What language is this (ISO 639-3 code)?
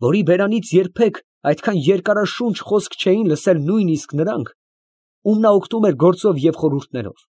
hye